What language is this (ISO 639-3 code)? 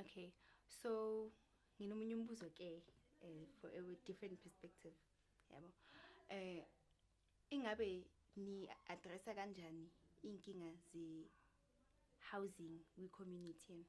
zul